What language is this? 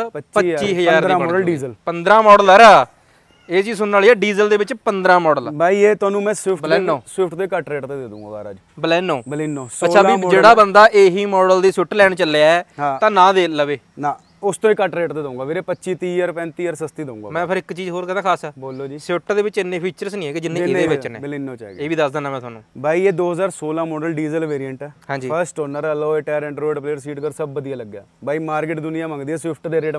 Punjabi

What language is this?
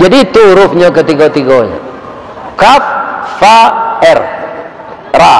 Minangkabau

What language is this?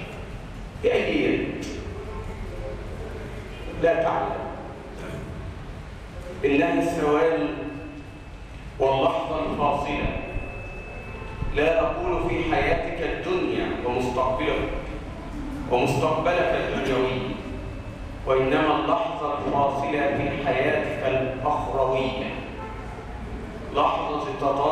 Arabic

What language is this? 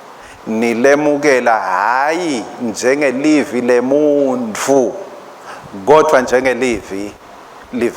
Swati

